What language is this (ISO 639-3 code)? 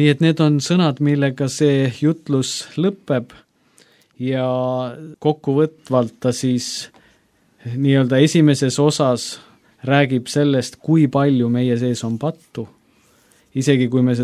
est